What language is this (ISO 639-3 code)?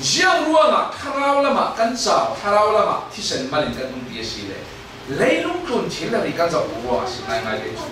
cfm